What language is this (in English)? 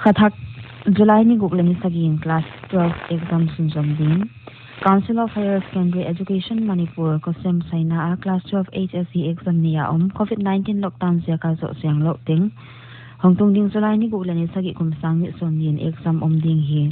Paite Chin